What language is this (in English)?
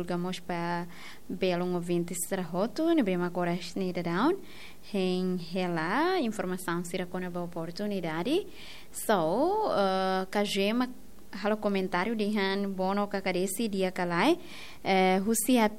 Tetum